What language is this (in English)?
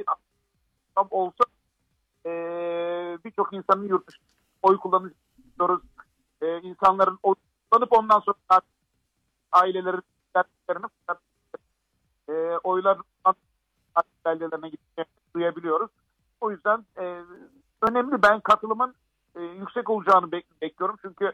Turkish